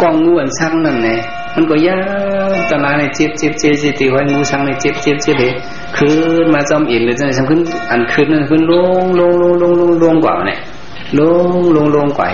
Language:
Shan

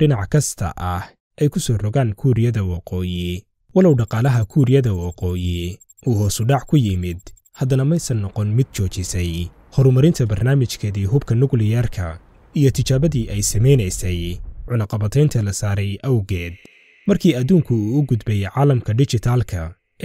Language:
Somali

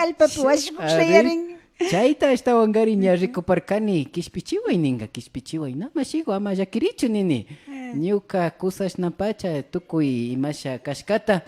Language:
Imbabura Highland Quichua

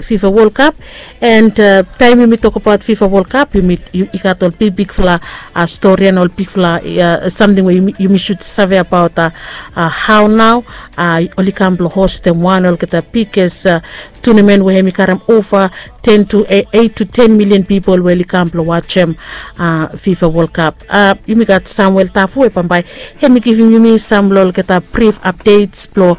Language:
Bislama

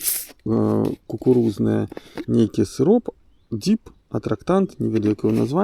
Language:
Belarusian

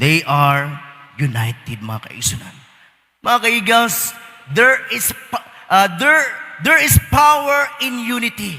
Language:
Cebuano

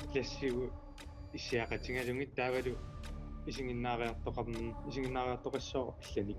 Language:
Kalaallisut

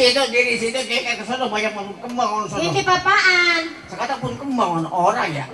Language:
Betawi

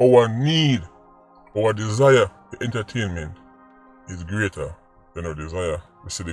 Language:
Jamaican Creole English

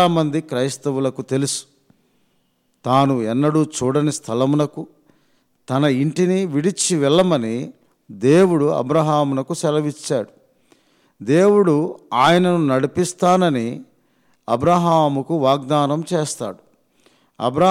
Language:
Telugu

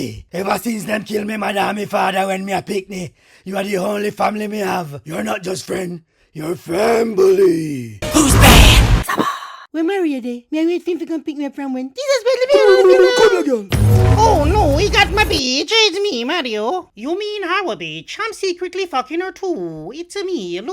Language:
Jamaican Creole English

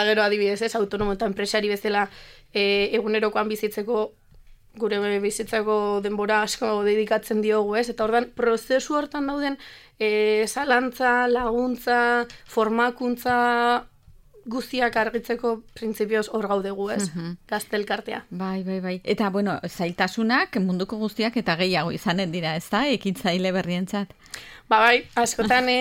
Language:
Basque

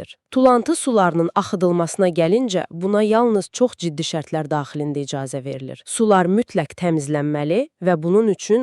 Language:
Azerbaijani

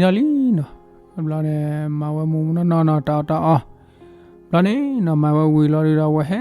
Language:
S'gaw Karen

